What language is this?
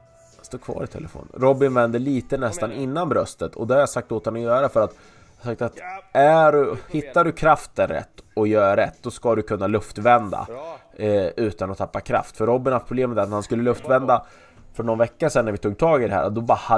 Swedish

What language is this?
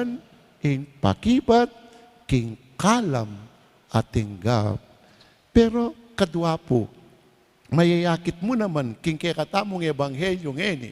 Pampanga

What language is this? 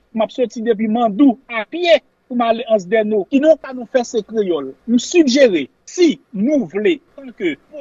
Haitian Creole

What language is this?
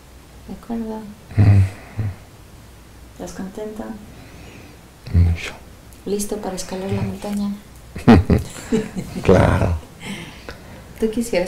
Spanish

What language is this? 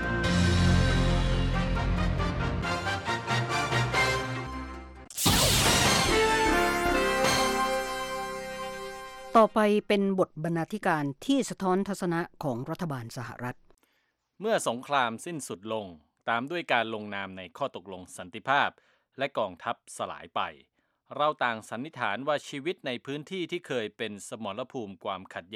Thai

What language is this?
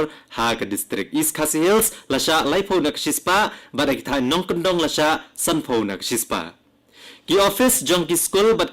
Khasi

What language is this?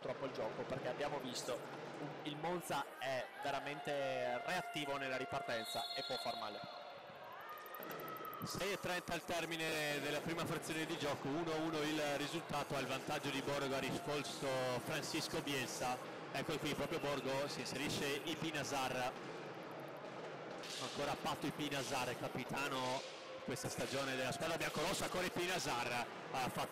Italian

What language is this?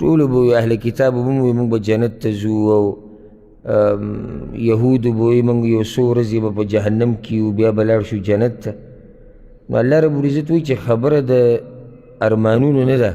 Pashto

